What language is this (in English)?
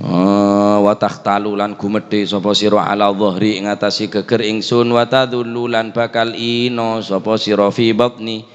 Madurese